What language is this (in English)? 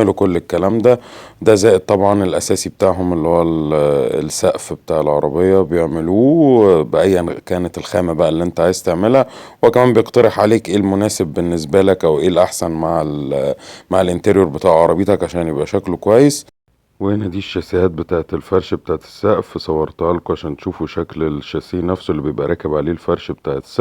Egyptian Arabic